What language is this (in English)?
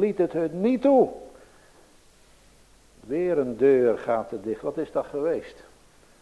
Dutch